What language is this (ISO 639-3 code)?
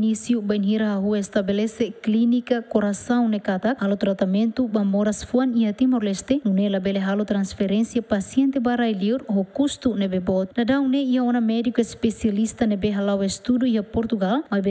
tet